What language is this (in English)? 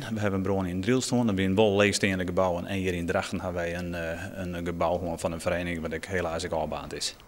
Western Frisian